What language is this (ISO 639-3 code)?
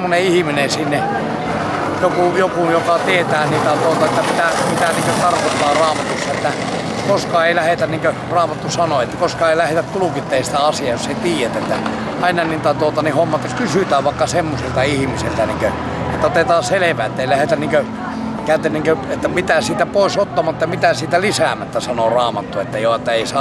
fin